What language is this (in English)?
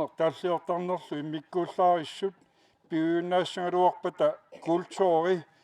Kalaallisut